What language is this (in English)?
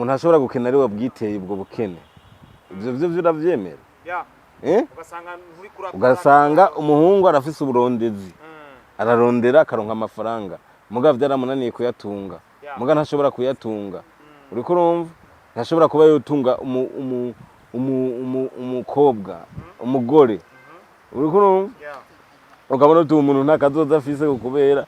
Rundi